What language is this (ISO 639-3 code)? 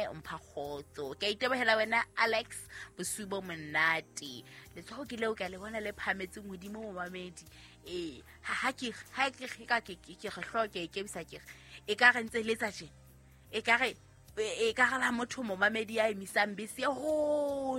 sot